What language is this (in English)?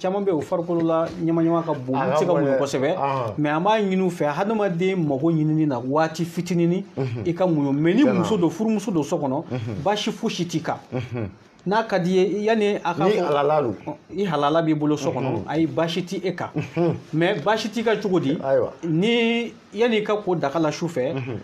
Bambara